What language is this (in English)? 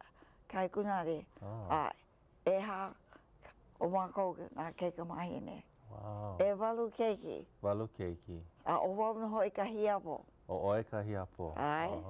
Hawaiian